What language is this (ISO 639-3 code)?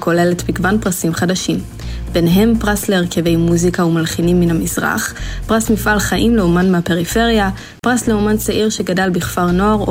heb